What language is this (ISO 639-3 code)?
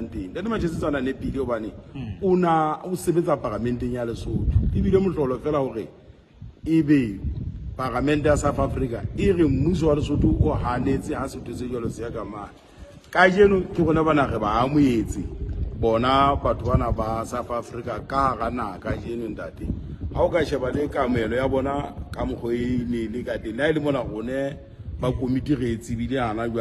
sot